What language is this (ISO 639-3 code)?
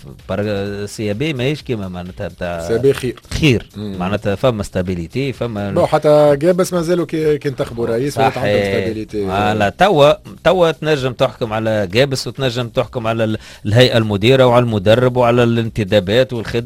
aeb